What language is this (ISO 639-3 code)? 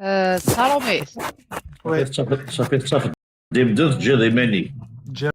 kab